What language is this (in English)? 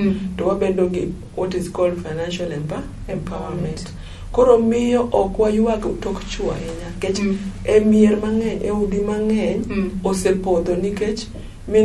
Luo (Kenya and Tanzania)